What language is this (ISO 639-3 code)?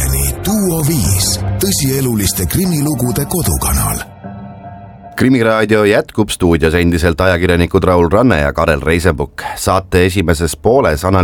est